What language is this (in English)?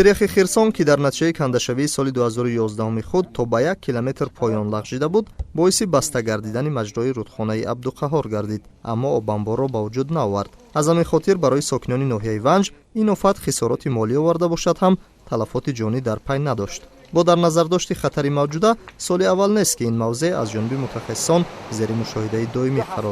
Tajik